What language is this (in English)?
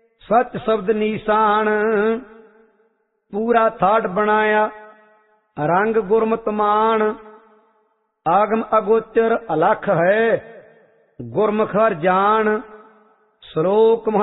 Punjabi